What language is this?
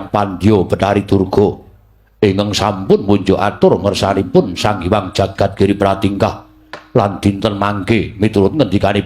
Javanese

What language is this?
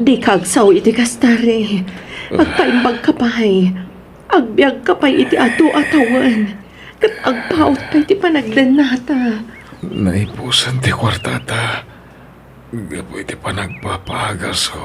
Iloko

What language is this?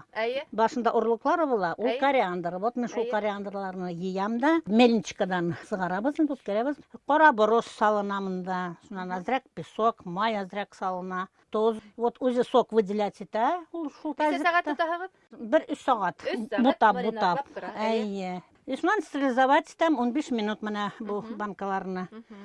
Bashkir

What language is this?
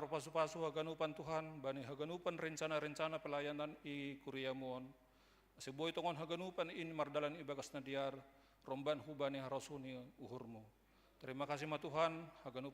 Batak Simalungun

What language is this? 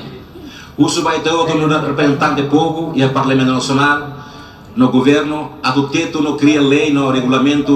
Tetum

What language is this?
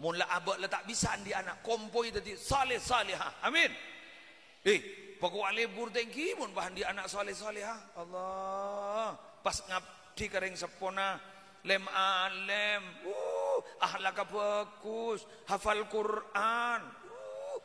Madurese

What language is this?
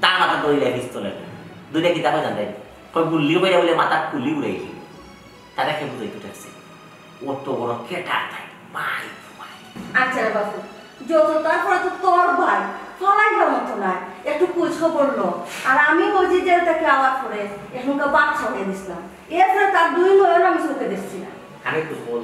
Sylheti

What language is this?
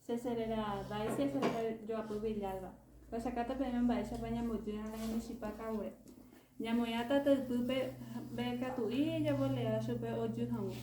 Guarani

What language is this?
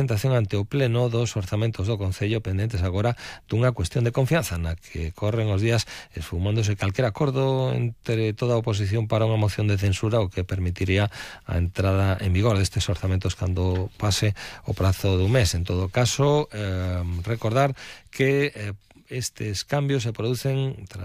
Galician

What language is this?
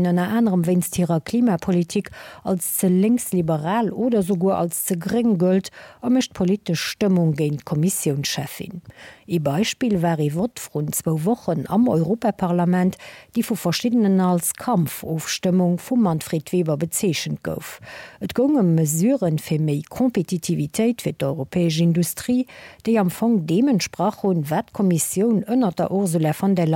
Luxembourgish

